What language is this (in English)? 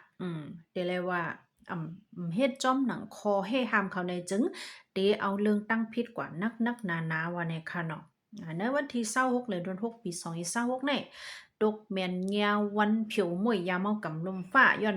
Shan